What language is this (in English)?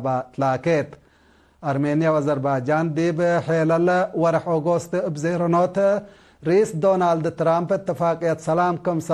Tigre